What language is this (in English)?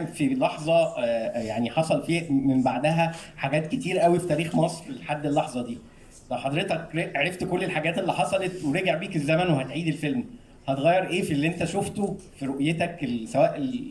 Egyptian Arabic